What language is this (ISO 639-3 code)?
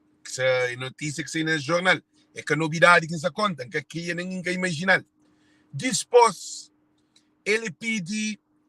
kea